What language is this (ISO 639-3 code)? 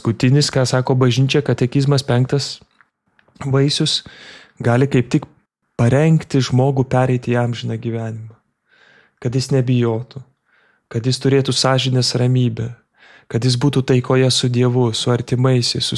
lit